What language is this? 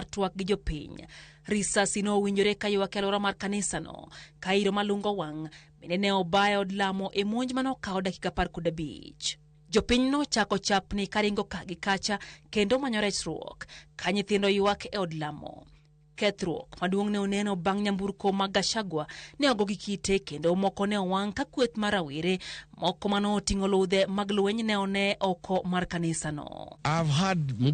Luo (Kenya and Tanzania)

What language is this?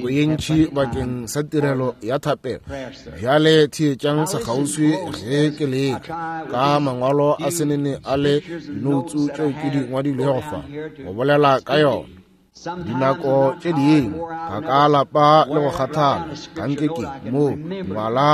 Northern Sotho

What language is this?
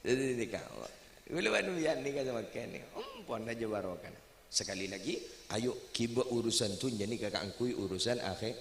Madurese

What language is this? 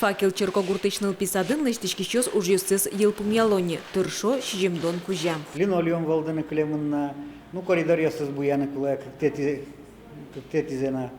Udmurt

